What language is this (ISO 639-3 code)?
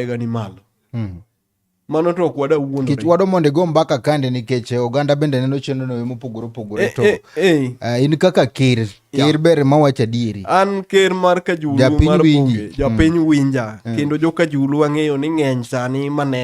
luo